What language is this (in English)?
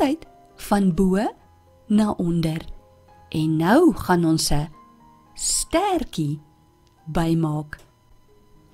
Afrikaans